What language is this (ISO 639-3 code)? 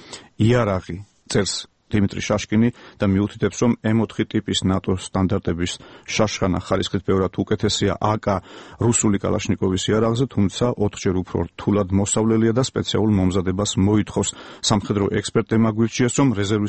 kat